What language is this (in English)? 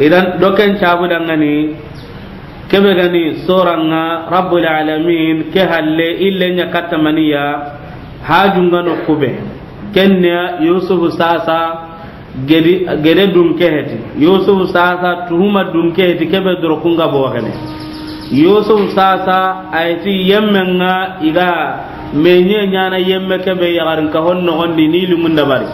Soninke